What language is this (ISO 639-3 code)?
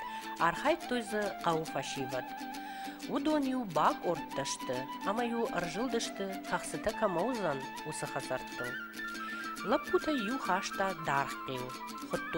oss